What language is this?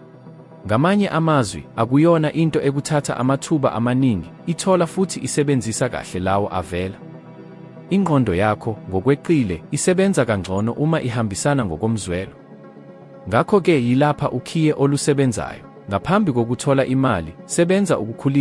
Zulu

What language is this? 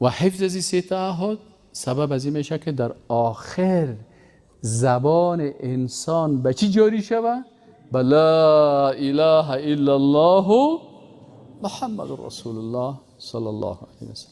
Persian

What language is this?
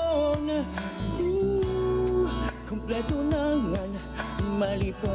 Waray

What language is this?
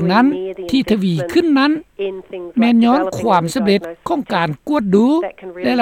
Lao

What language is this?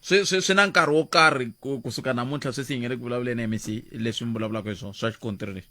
Tsonga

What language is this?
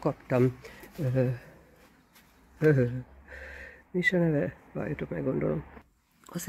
Hungarian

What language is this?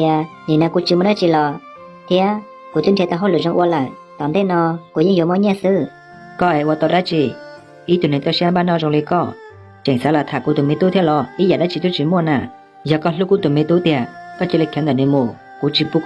Hmong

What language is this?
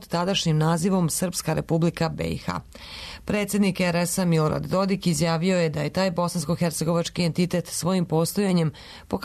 Serbian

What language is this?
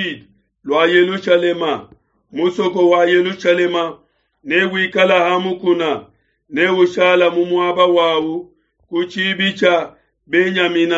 Luba-Lulua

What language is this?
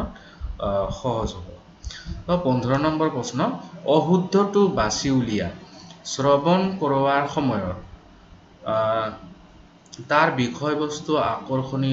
Assamese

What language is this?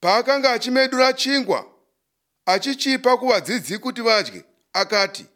Shona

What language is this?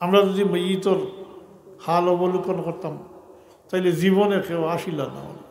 Sylheti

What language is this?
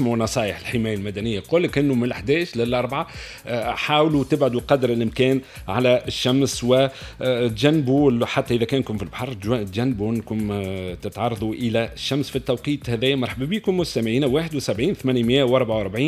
Tunisian Arabic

